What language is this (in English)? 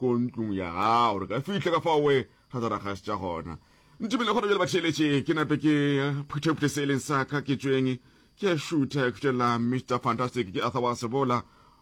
Northern Sotho